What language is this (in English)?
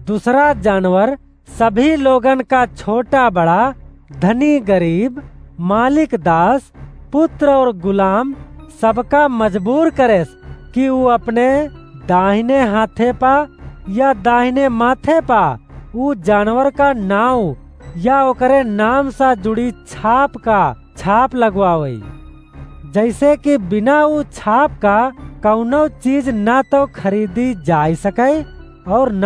Awadhi